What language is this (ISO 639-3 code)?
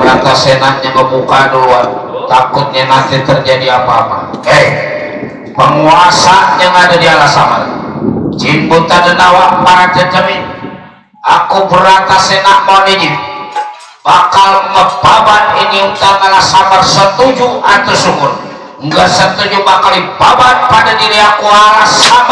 bew